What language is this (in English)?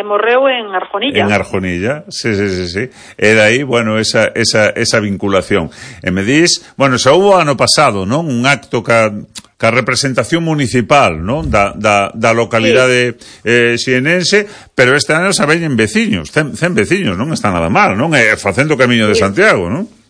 Galician